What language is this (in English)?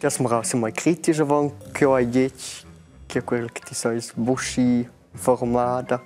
Romansh